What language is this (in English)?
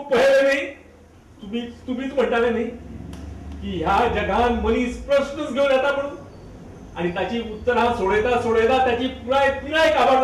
Konkani